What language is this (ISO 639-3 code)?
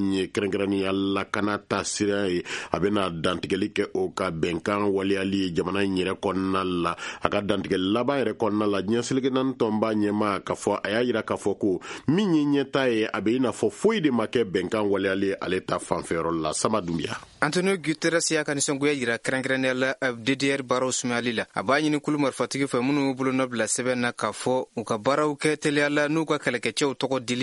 bam